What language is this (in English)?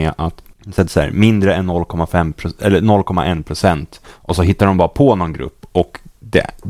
Swedish